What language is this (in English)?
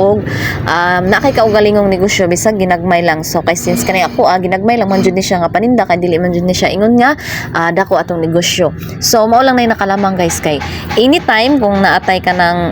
Cebuano